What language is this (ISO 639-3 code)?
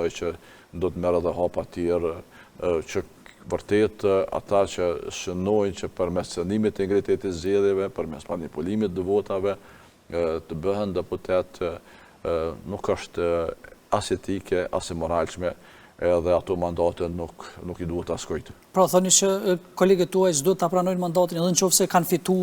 sqi